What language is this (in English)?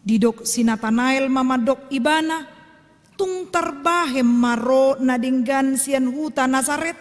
Batak Toba